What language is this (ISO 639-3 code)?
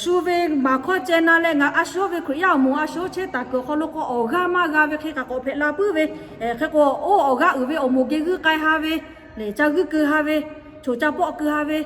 lhu